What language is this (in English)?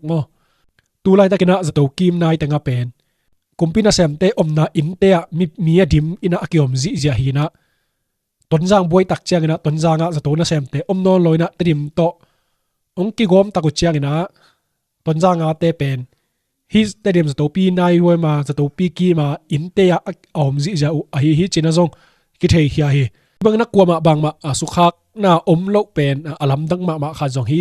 Tedim Chin